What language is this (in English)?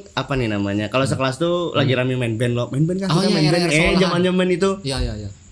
Banjar